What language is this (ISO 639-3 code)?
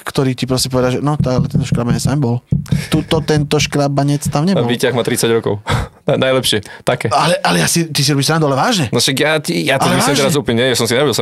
slk